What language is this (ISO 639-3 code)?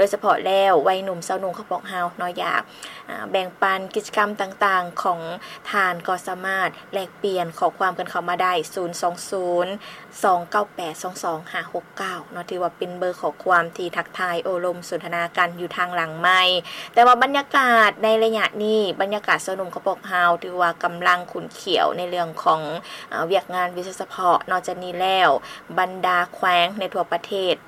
lao